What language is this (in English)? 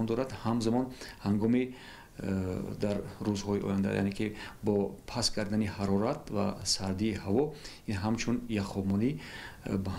Tajik